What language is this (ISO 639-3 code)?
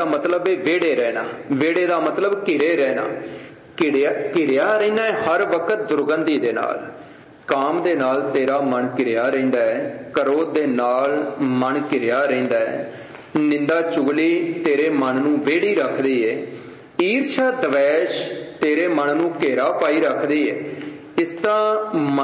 pan